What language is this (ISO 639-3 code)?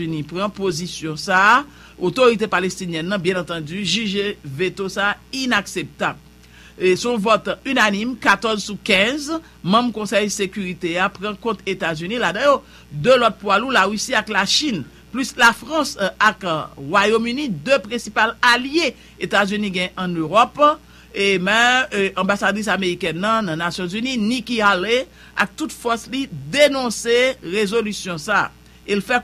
hat